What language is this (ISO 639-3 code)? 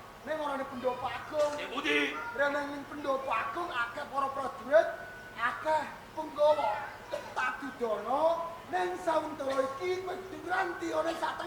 jav